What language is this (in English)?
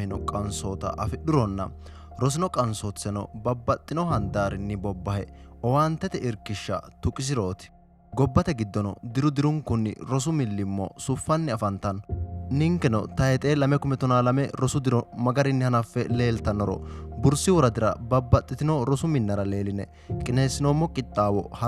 Sidamo